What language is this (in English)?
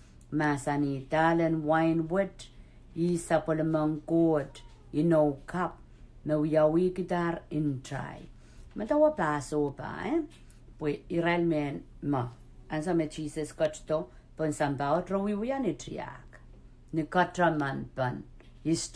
Pohnpeian